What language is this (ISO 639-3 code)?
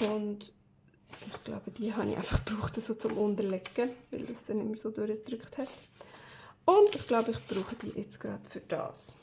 gsw